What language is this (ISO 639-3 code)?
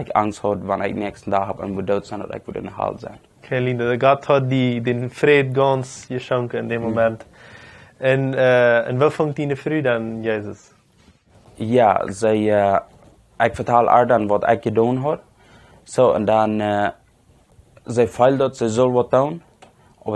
pdt